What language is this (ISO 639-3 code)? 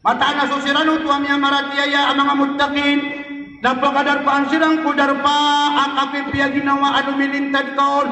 mrw